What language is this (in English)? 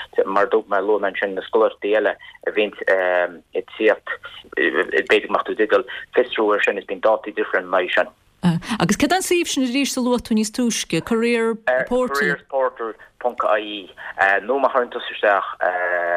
Irish